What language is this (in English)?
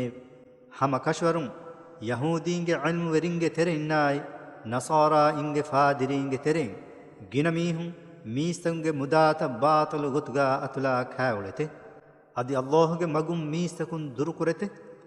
Divehi